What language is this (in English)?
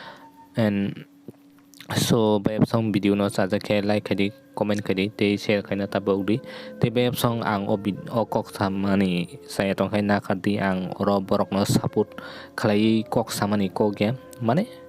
Kok Borok